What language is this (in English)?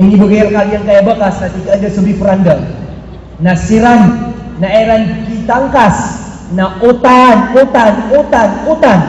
Maranao